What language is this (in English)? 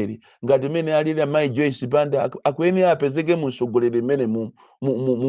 Nyanja